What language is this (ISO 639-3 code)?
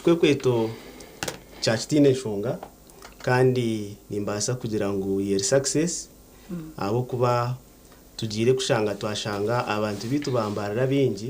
nyn